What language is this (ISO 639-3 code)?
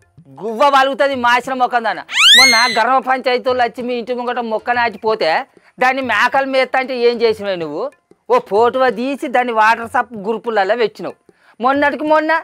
tel